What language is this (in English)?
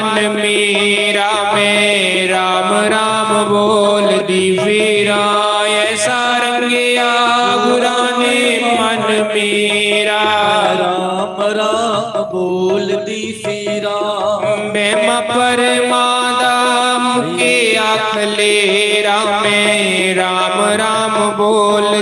Dogri